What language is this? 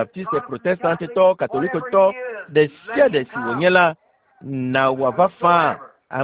Ewe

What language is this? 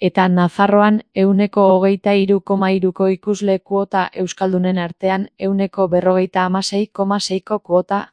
Basque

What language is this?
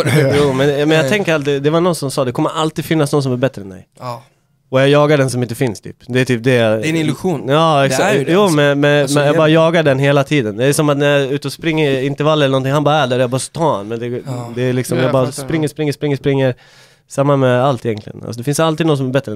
Swedish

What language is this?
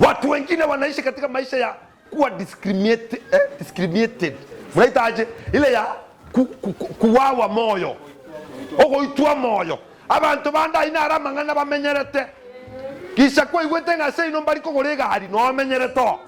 Gusii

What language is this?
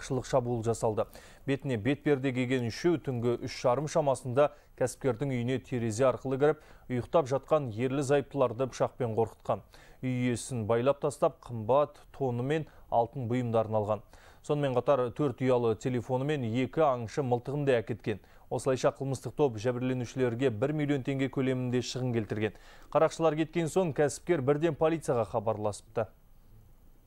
Kazakh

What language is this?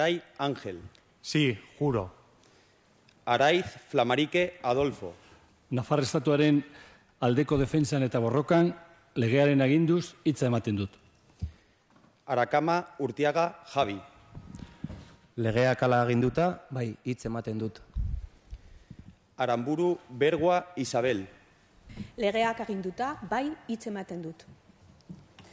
Basque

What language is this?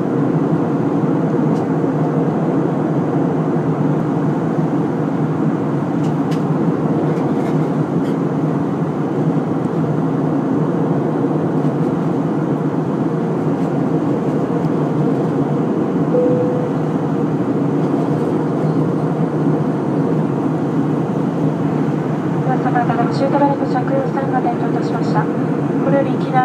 Japanese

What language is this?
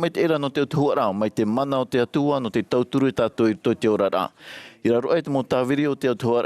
Tahitian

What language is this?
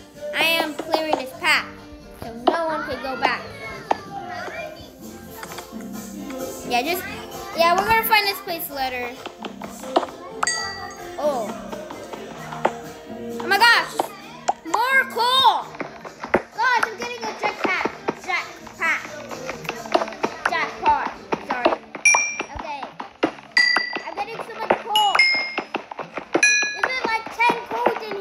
English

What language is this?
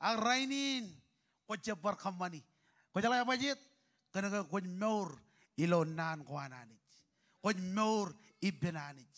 Marshallese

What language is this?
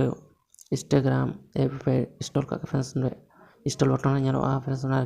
Santali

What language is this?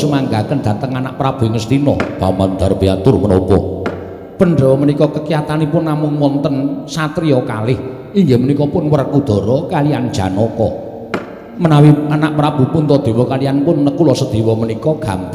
Javanese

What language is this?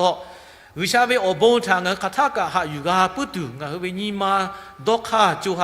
Lahu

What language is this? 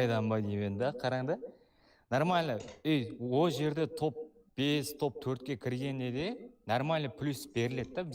Kara-Kalpak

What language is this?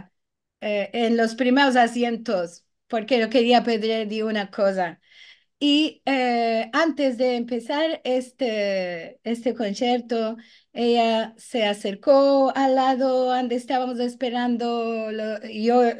Ladino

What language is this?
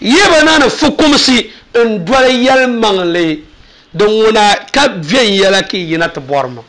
Dagbani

